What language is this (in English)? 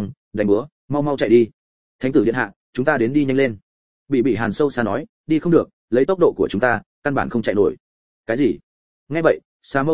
Vietnamese